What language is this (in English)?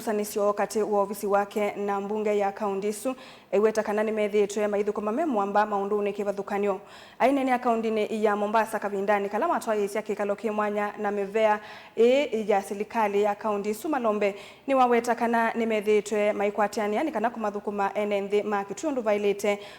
Kamba